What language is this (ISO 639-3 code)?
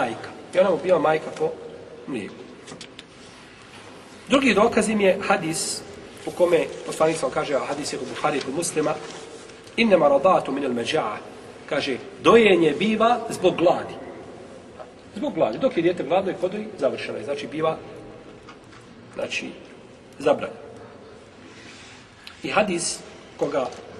bos